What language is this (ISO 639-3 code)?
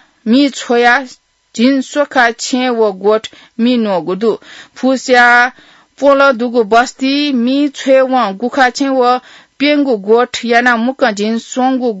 new